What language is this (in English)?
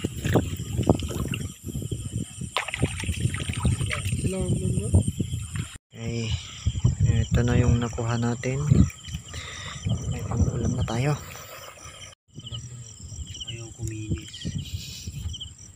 Filipino